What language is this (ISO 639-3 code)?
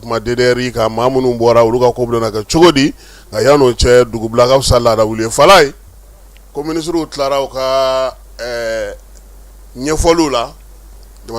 bam